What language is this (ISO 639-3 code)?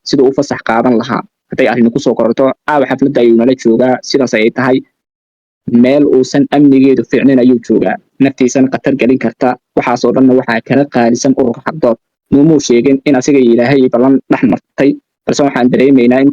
som